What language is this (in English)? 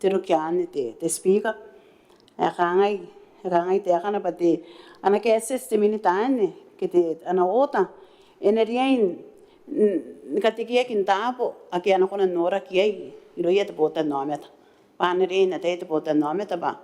Gilbertese